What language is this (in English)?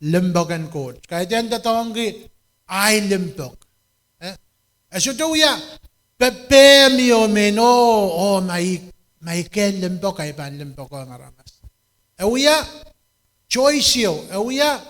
Pohnpeian